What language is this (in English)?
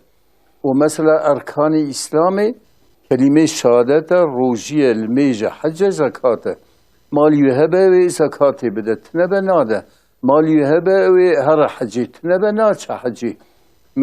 Kurdish